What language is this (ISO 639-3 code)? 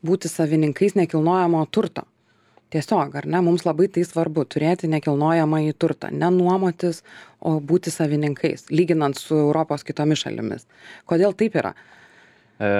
lit